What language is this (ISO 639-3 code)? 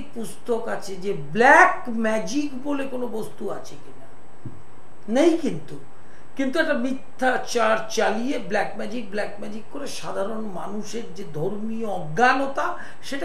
ben